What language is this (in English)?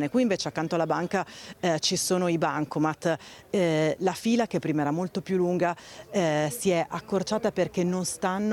Italian